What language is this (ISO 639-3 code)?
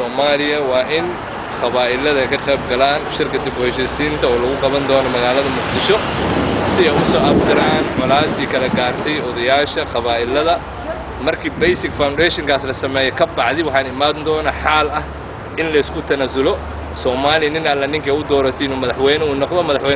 som